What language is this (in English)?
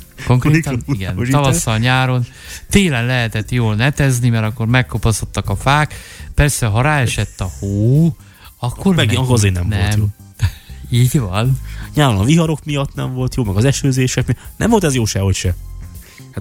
Hungarian